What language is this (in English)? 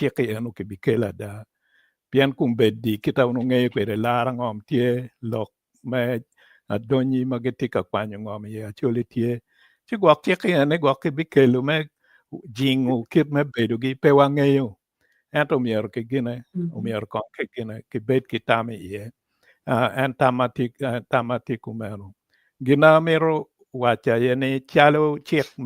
Acoli